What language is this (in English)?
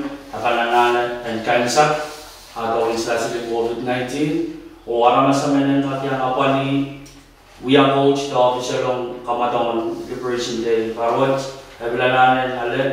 Pohnpeian